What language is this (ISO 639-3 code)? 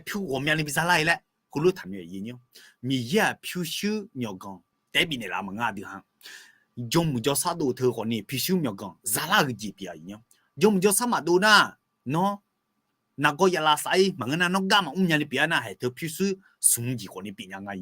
ahk